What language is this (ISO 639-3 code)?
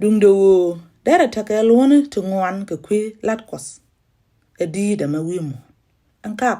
nus